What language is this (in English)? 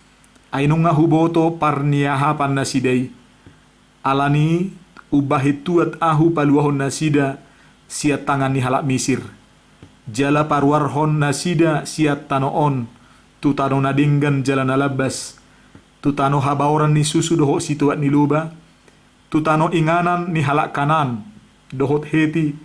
Batak Toba